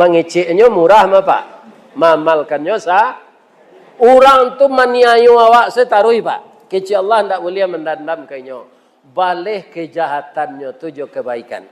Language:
Minangkabau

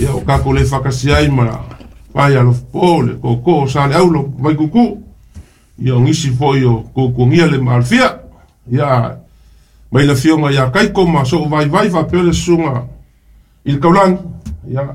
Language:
Samoan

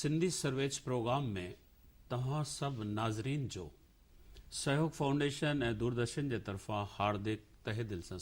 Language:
Sindhi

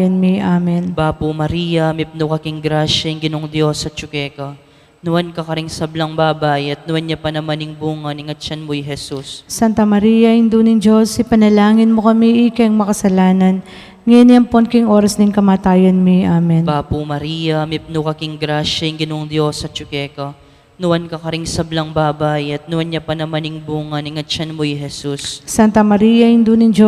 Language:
Pampanga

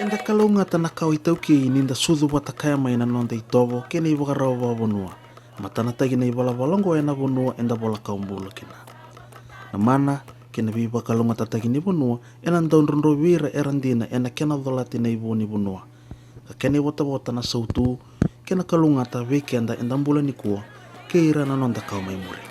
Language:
Fijian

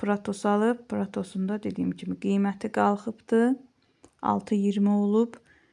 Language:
Azerbaijani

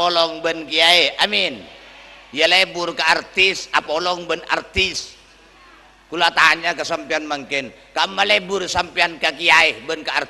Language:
Madurese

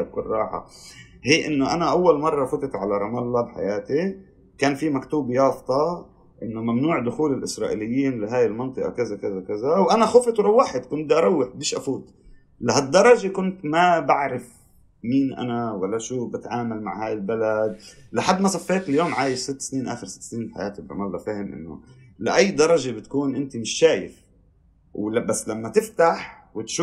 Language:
North Levantine Arabic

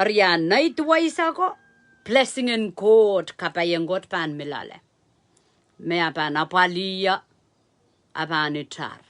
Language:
Pohnpeian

